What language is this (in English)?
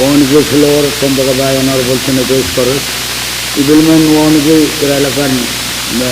Pohnpeian